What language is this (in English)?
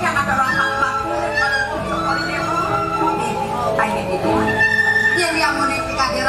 Balinese